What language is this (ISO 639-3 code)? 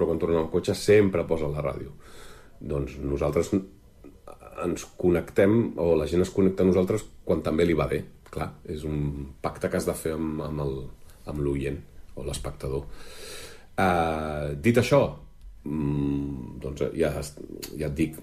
cat